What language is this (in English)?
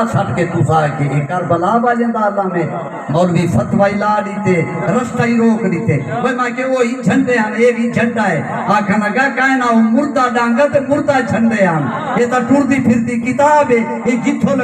Saraiki